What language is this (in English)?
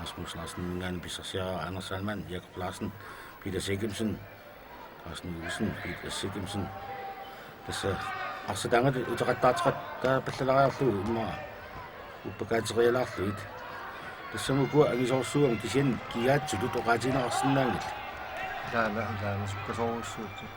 Kalaallisut